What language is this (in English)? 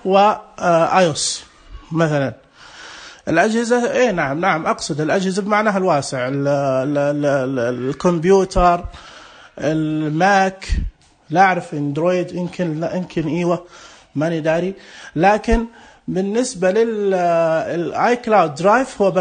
Najdi Arabic